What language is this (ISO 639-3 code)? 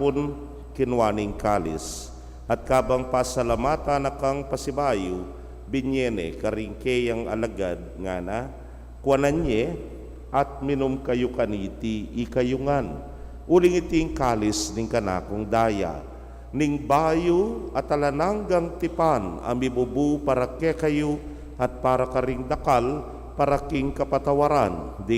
pam